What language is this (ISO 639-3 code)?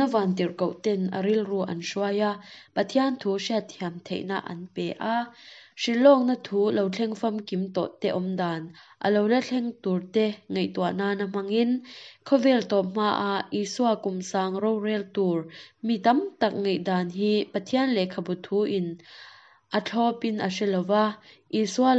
lus